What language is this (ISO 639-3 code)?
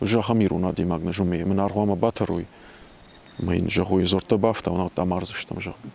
oss